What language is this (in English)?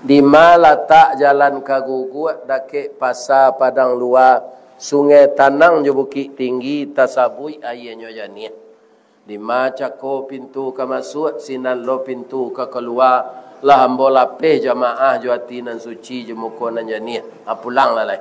Minangkabau